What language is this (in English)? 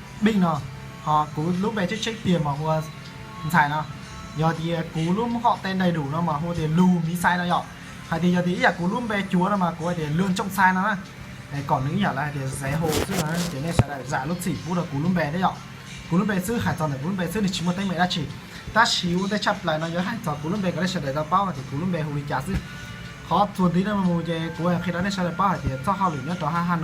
Hmong